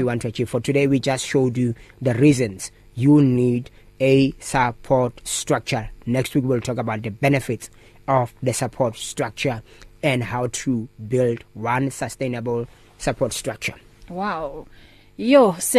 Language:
English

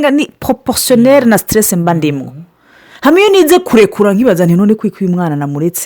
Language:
Rundi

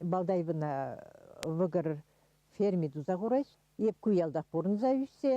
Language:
Chuvash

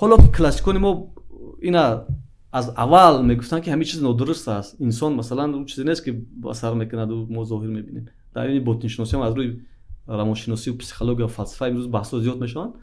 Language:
Tajik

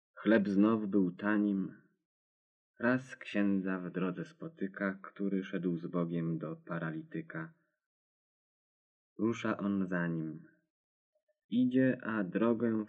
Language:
Polish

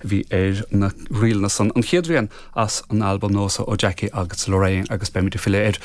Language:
Irish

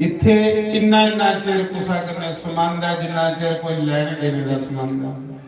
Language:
Dogri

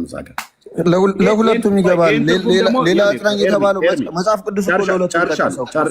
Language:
Amharic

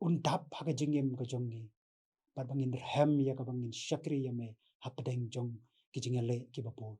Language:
Khasi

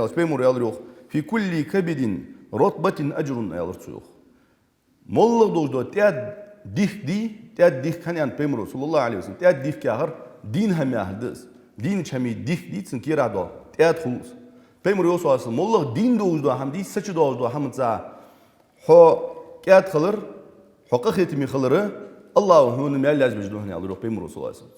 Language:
Ingush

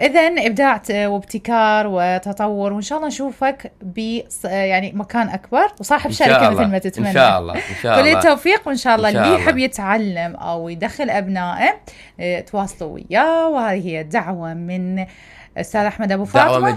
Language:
Mesopotamian Arabic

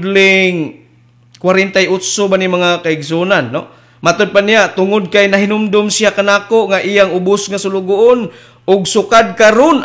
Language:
Cebuano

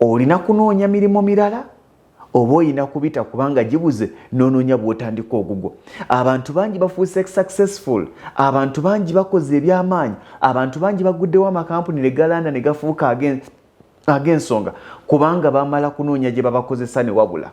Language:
Ganda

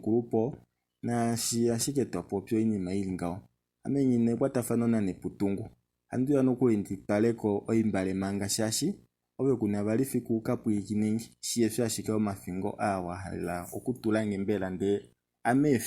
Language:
Kuanyama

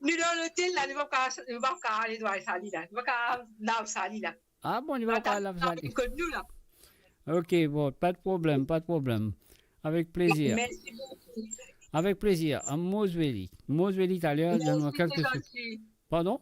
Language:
Morisyen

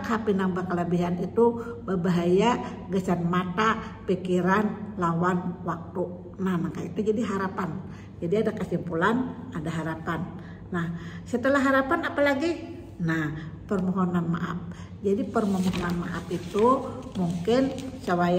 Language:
Banjar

